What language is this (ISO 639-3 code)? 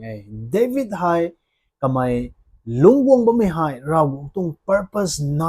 nbu